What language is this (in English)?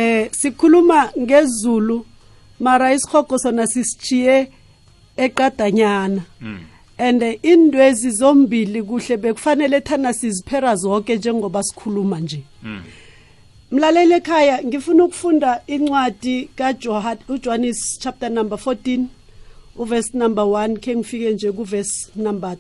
South Ndebele